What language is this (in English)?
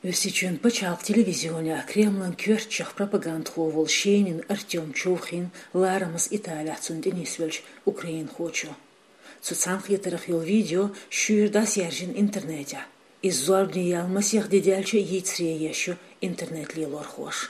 Chechen